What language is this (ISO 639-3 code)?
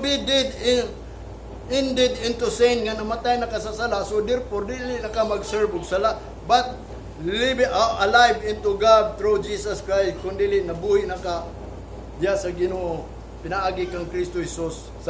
ceb